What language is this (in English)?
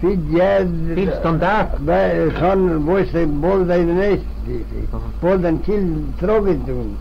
Manx